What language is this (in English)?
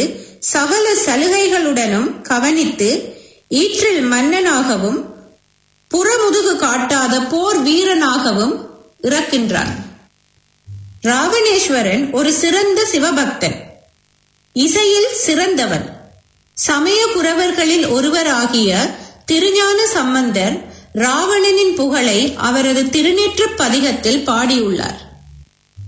Tamil